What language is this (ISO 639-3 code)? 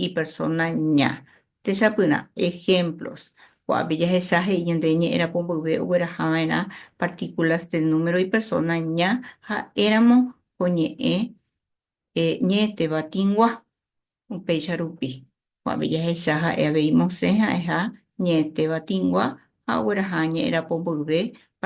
grn